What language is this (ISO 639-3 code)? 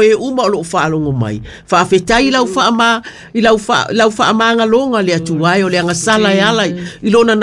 smo